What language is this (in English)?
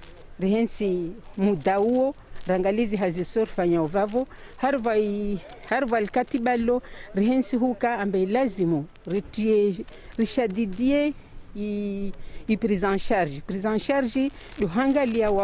Ngazidja Comorian